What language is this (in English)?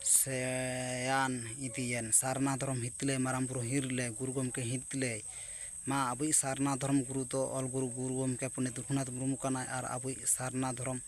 Santali